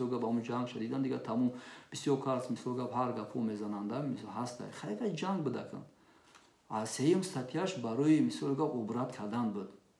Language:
Tajik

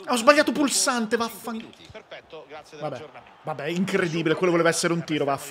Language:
Italian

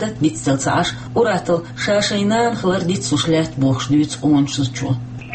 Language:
Chechen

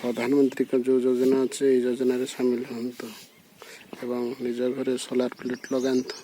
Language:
Odia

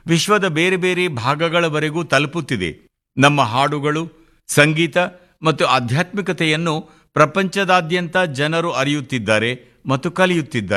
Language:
Kannada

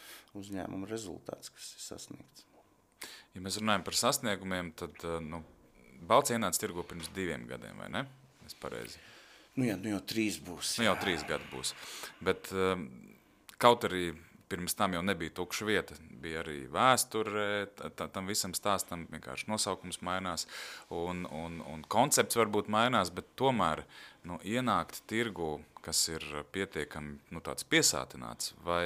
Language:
Latvian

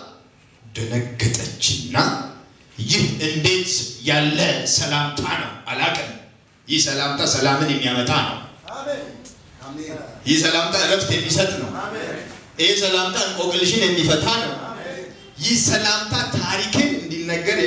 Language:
Amharic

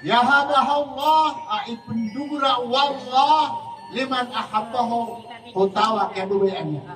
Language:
Maranao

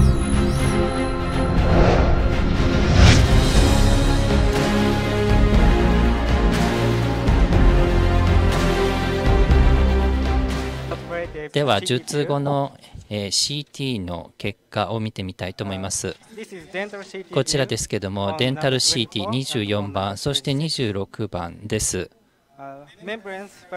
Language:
Japanese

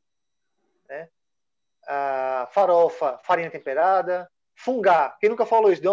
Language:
Portuguese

